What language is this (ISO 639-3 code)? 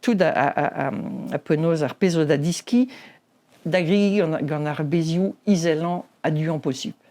bre